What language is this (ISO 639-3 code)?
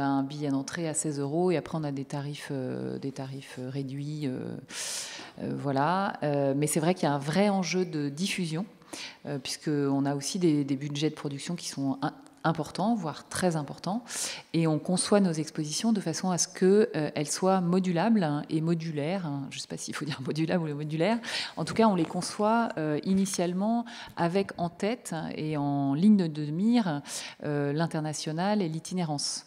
fra